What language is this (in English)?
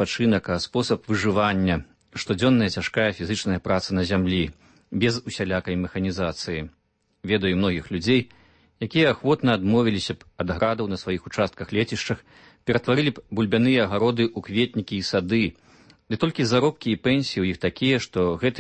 Belarusian